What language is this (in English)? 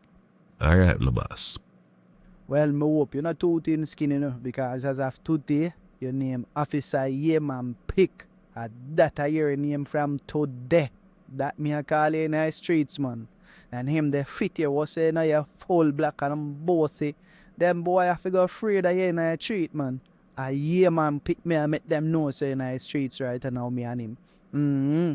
Jamaican Creole English